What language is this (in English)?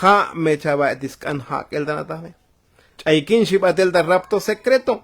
Tzotzil